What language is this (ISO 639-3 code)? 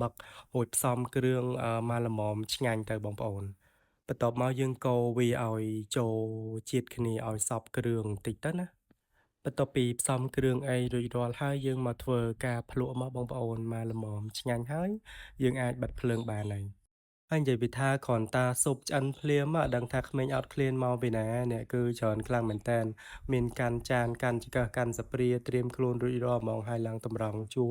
khm